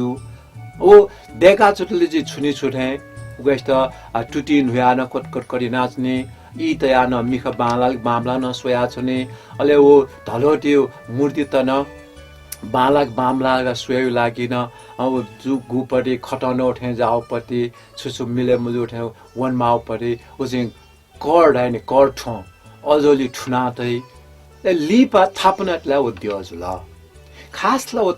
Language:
Newari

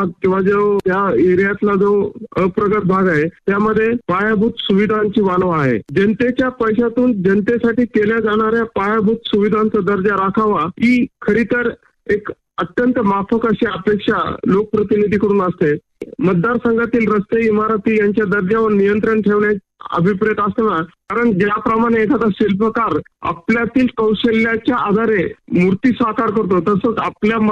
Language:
Marathi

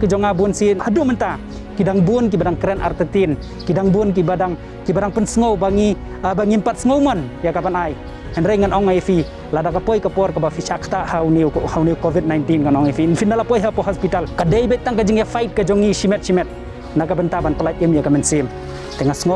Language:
Khasi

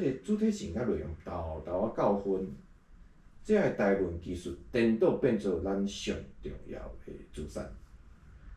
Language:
Min Nan Chinese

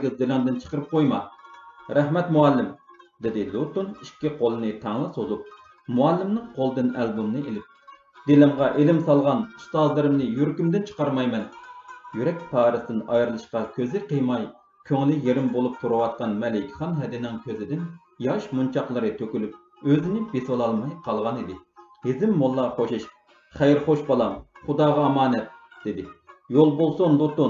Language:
Uyghur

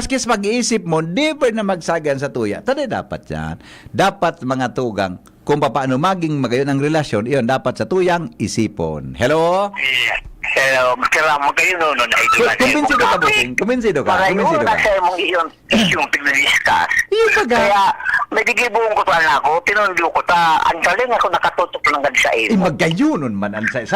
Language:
Bikol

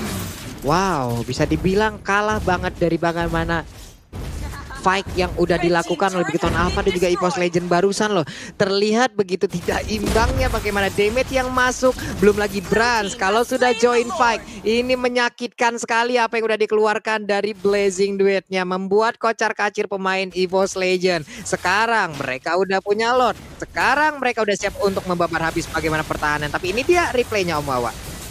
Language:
Indonesian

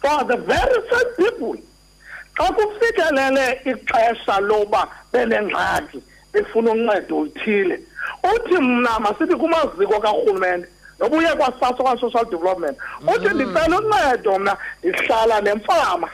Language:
Xhosa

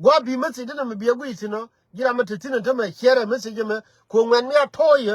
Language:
Nuer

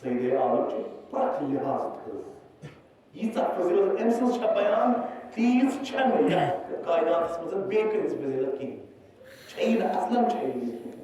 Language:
Kashmiri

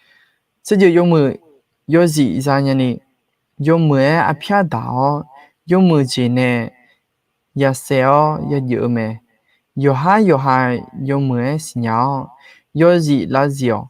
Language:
Akha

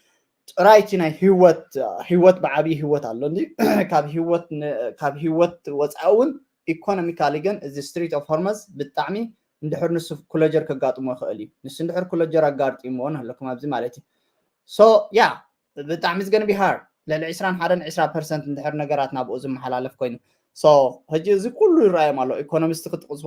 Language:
Tigrinya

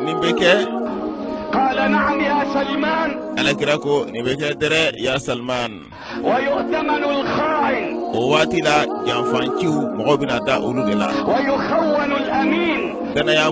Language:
Bambara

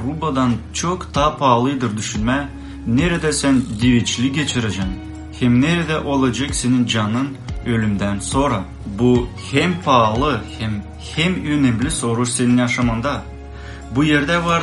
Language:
Gagauz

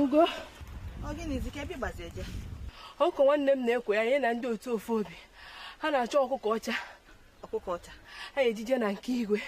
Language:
Igbo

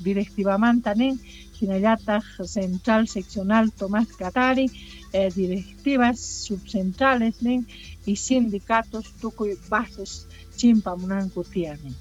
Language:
South Bolivian Quechua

